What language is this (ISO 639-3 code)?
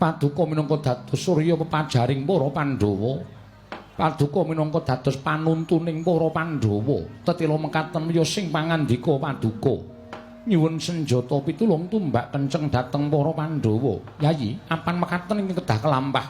jav